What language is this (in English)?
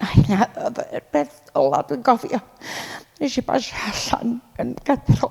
Welsh